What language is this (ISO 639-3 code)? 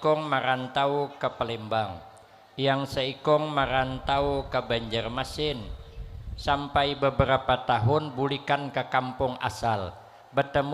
bjn